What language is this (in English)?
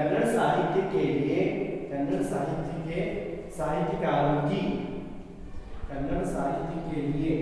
Hindi